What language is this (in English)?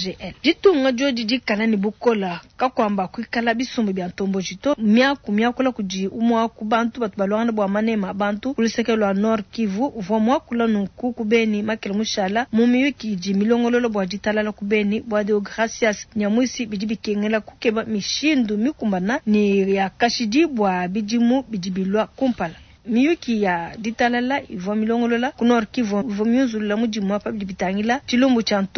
Luba-Lulua